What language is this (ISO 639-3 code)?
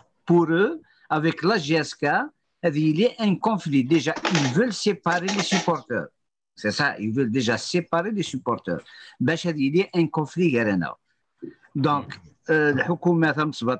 kab